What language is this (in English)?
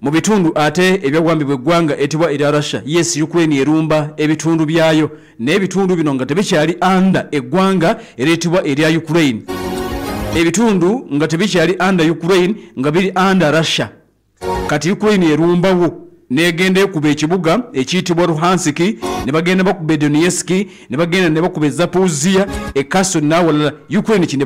Ganda